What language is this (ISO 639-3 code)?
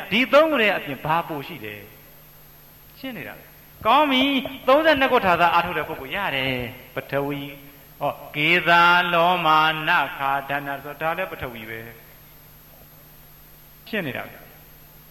mya